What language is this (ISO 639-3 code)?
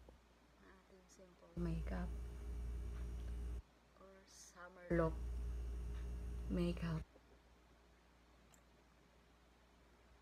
fil